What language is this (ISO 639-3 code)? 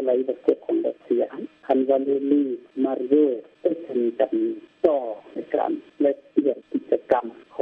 lao